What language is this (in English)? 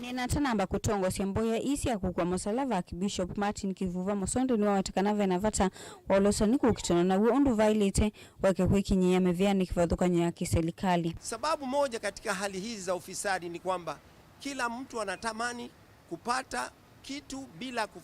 Kamba